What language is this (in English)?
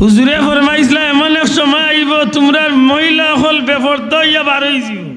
Sylheti